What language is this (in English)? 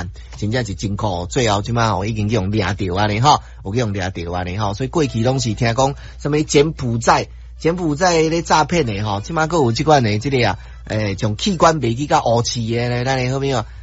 Min Nan Chinese